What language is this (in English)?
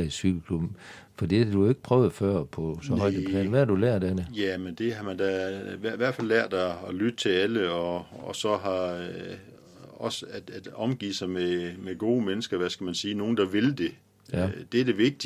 Danish